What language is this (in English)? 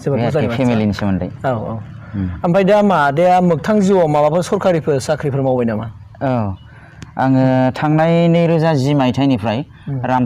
Bodo